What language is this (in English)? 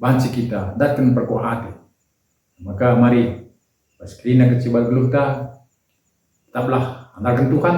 Batak Karo